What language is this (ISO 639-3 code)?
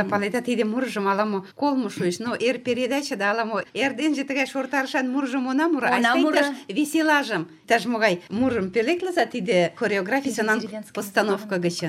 chm